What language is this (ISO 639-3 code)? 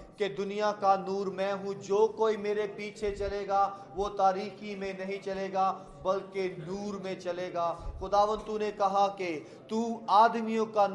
urd